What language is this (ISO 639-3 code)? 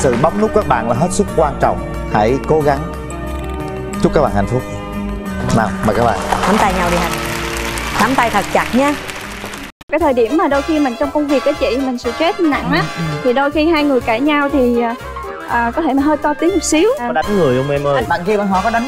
vie